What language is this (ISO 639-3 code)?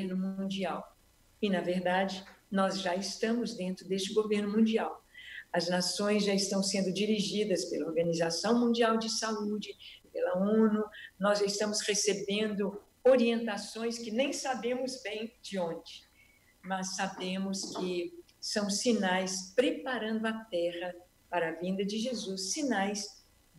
por